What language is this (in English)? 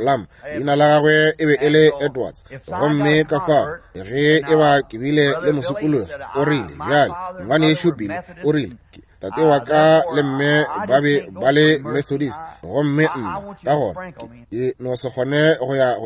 Northern Sotho